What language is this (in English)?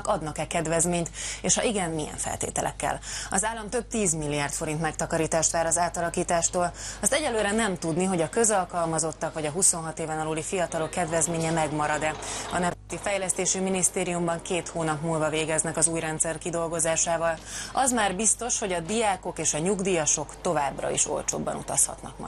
Hungarian